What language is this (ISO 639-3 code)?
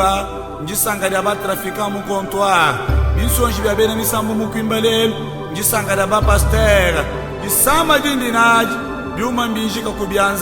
lua